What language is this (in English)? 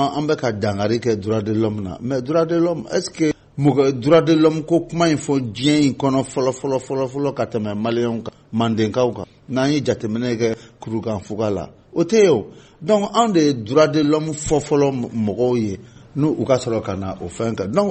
Bambara